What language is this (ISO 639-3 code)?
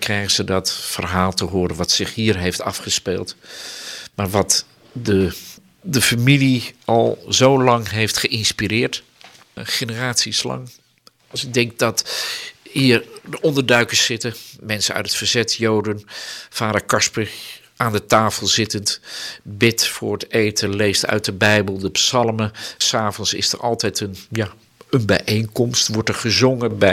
nld